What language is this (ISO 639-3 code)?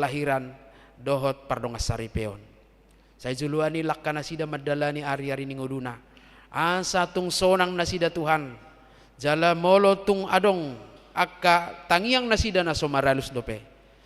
bbc